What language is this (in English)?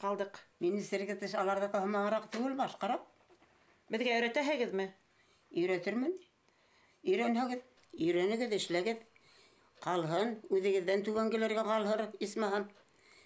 Bashkir